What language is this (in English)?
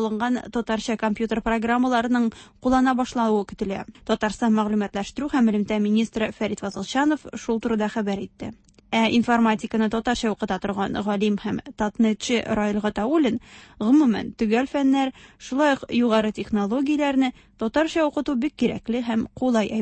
Tatar